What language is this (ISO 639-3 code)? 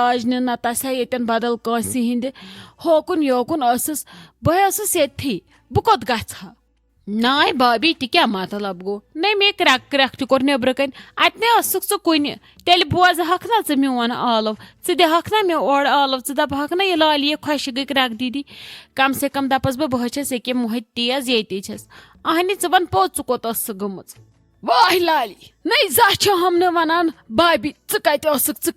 kas